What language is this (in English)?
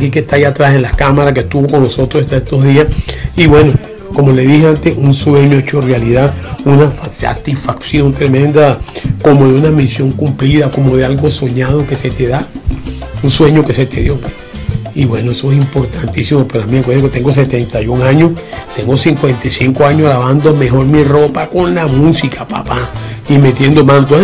Spanish